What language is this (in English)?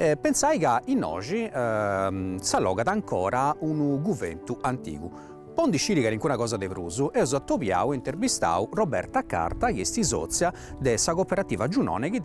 Sardinian